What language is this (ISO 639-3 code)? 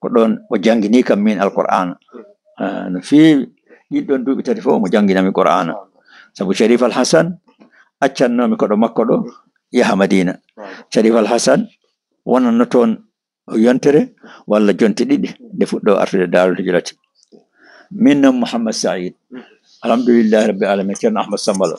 ful